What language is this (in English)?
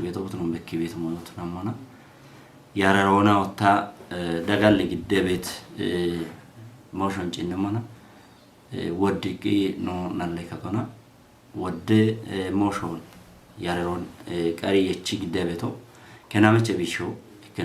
Kafa